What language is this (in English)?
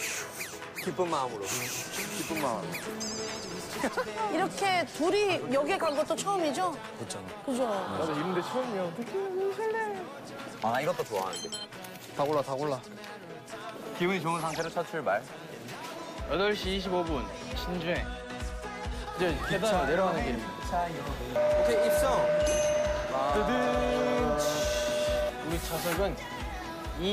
Korean